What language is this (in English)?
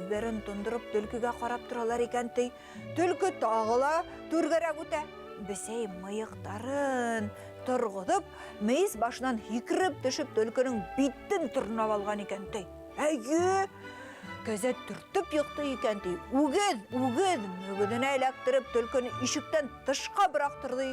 Bashkir